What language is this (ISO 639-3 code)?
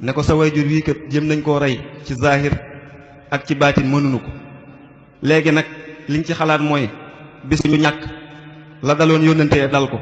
wol